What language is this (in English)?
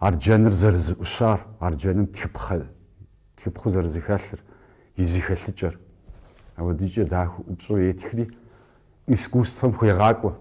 Kabardian